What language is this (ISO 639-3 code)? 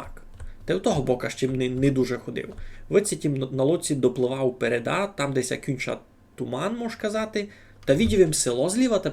rue